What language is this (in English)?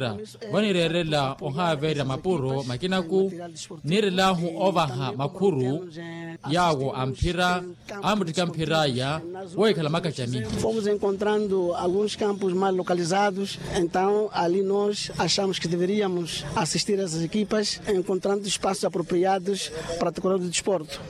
Makhuwa